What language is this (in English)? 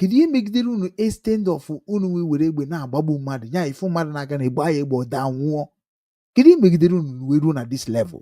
Igbo